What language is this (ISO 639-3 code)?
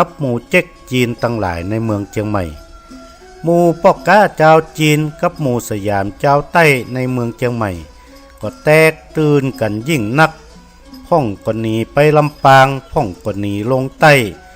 nod